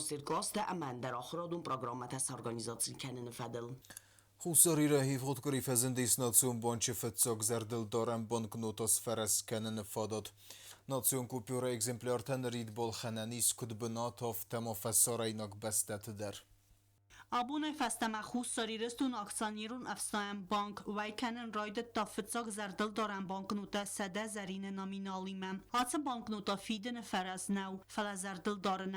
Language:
Ossetic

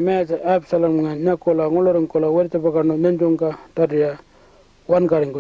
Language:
Pitjantjatjara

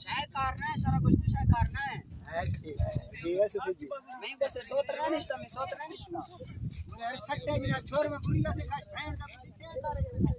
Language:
Saraiki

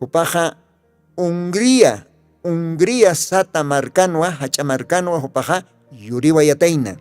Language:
Aymara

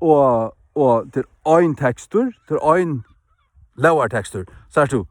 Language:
Faroese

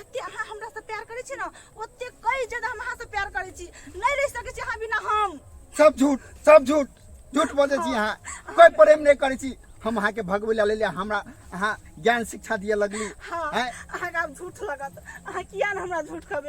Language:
Maithili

